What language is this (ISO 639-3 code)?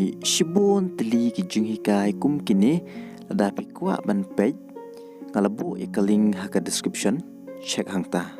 kha